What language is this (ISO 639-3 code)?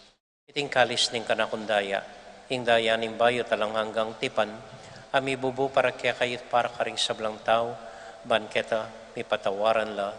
pam